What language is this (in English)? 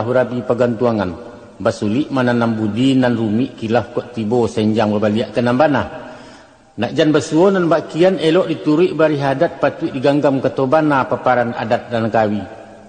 Minangkabau